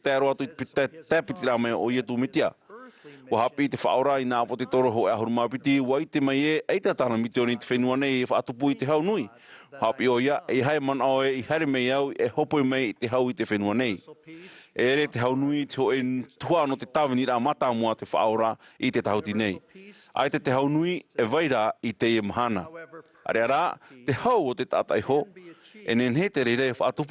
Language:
Tahitian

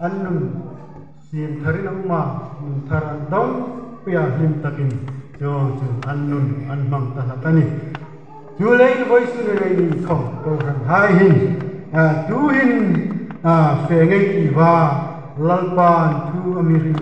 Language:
Hmar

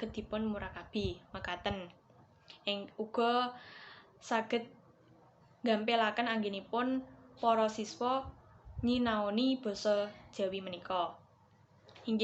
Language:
Javanese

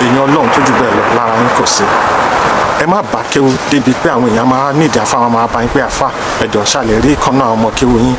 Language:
Yoruba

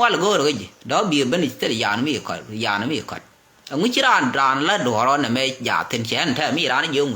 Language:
Nuer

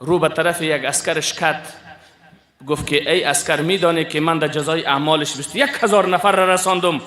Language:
Persian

